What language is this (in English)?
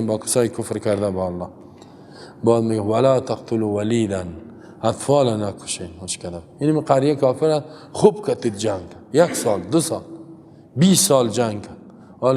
Persian